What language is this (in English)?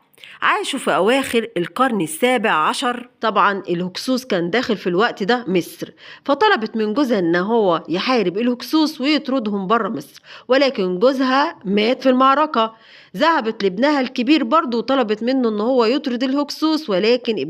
Egyptian Arabic